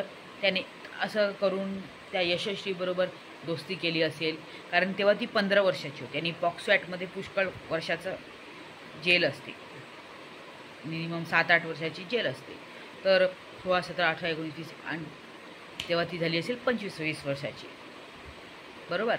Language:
Marathi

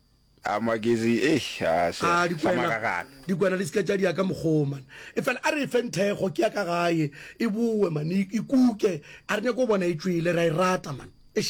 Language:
Northern Sotho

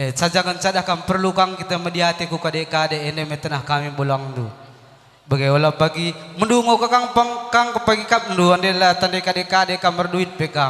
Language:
Batak Karo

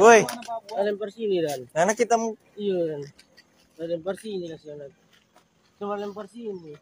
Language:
Manado Malay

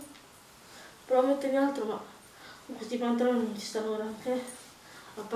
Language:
Italian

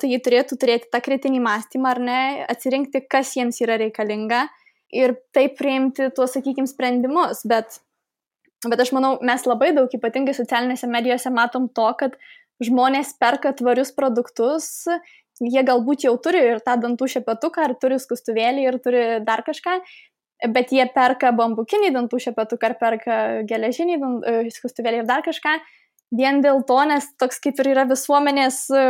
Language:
Lithuanian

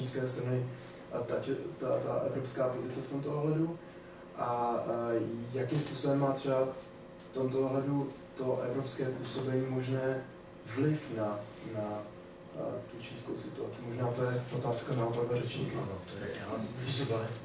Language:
Czech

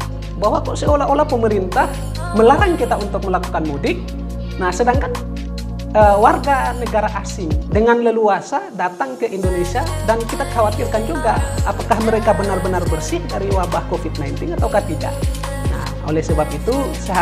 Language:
Indonesian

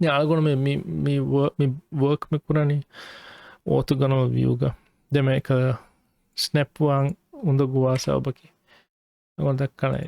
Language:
Divehi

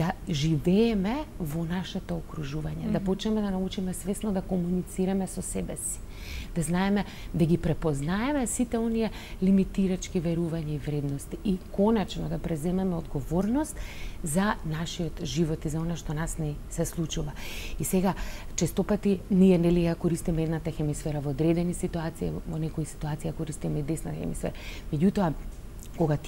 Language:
Macedonian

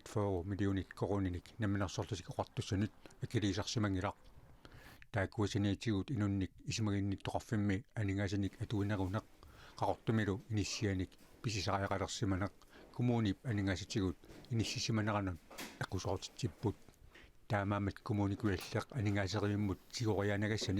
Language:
Kalaallisut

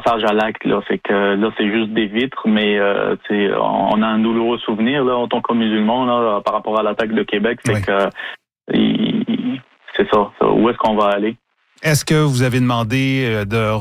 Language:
French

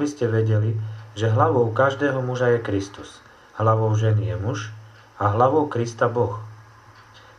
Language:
Slovak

